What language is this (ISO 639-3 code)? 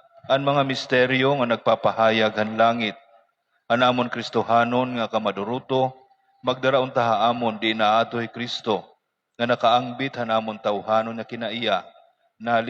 war